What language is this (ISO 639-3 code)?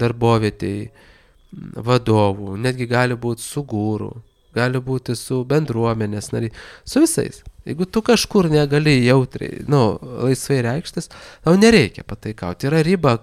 lit